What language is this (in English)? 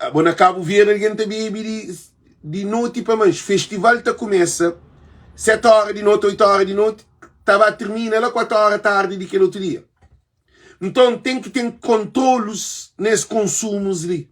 Kabuverdianu